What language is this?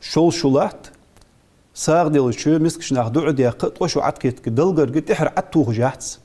Ingush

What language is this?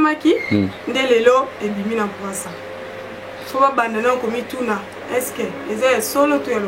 Lingala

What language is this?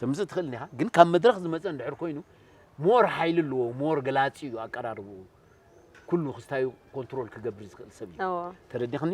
Tigrinya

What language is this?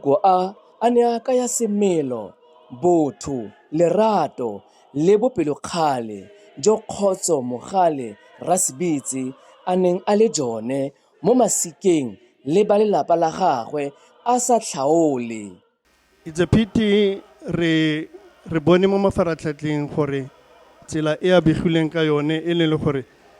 Tswana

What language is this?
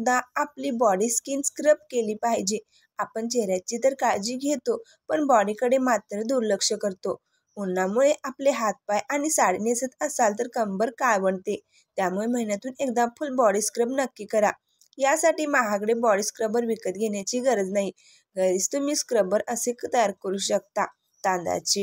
Marathi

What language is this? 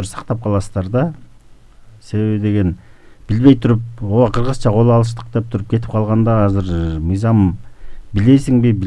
Kyrgyz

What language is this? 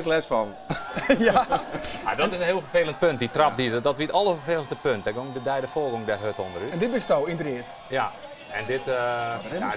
Western Frisian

